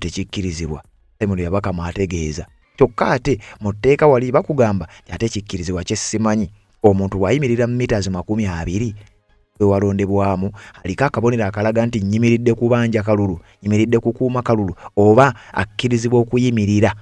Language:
Ganda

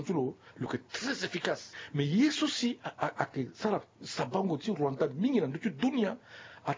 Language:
Sango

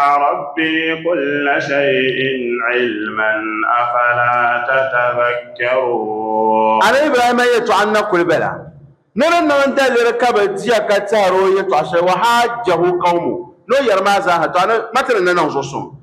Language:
Dagbani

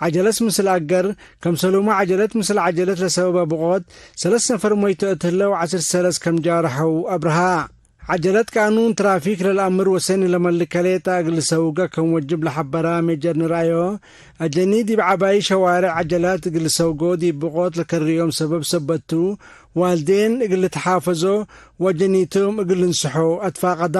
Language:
Tigre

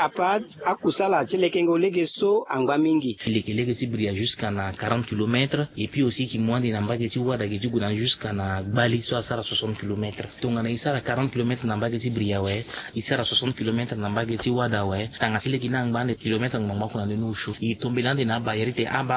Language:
Sango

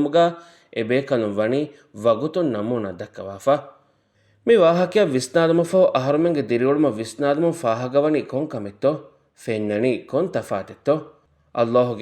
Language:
Divehi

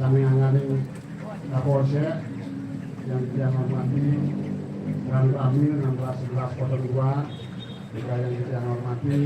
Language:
Balinese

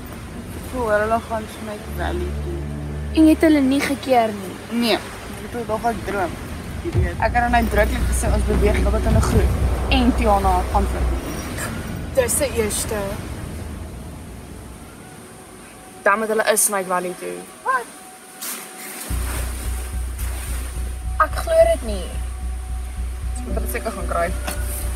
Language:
Afrikaans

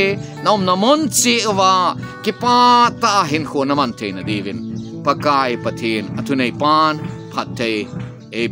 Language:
Thado Chin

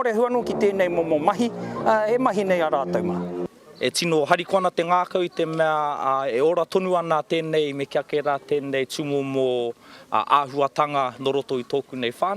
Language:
Māori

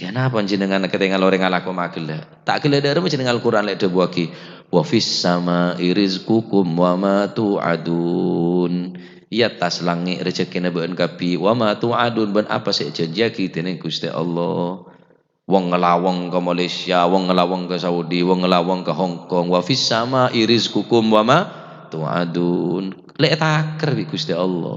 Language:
Madurese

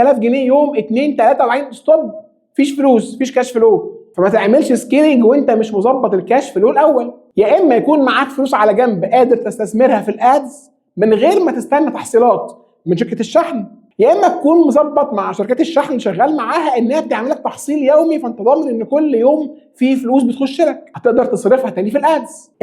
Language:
Egyptian Arabic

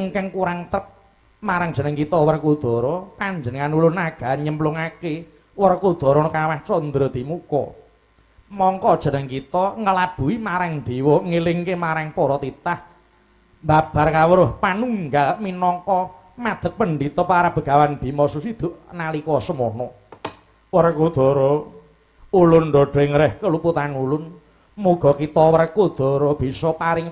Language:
Javanese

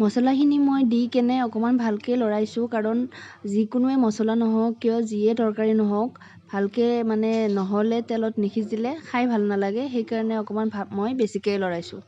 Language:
Assamese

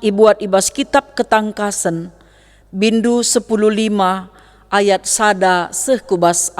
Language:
Batak Karo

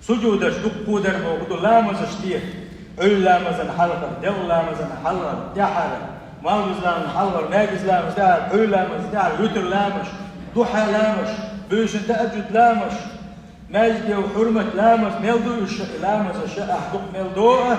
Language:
Chechen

